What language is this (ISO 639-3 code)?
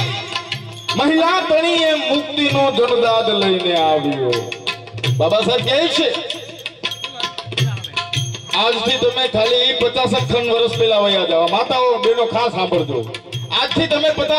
guj